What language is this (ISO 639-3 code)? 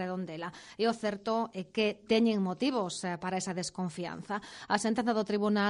glg